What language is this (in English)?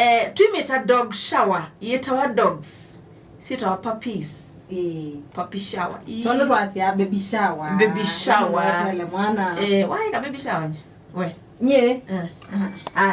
Kamba